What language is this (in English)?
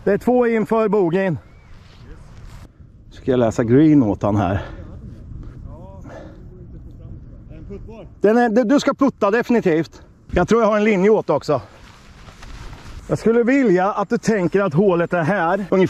Swedish